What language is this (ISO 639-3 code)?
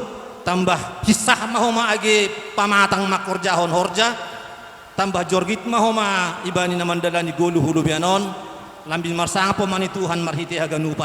bts